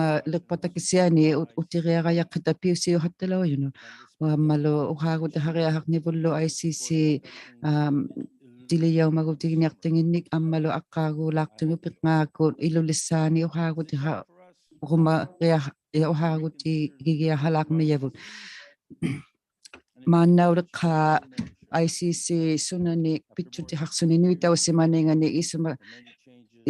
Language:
Inuktitut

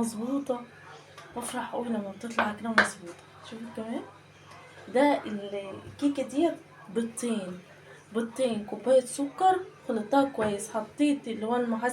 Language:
Egyptian Arabic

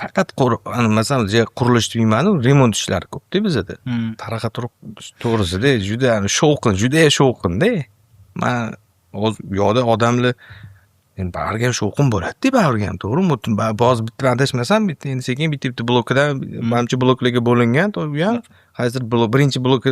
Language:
Uzbek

